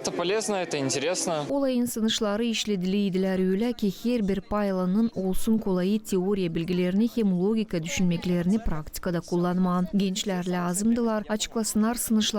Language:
Gagauz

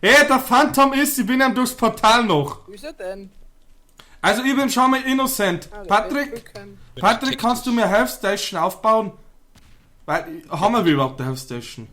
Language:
Bavarian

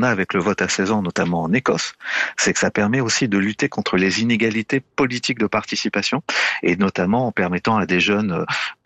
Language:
French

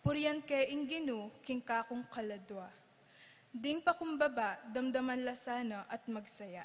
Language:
Pampanga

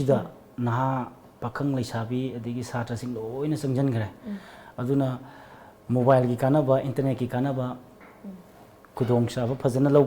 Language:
Manipuri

